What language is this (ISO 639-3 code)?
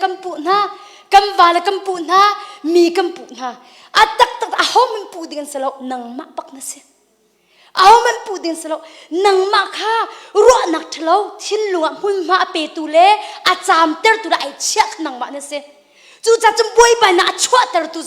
cnh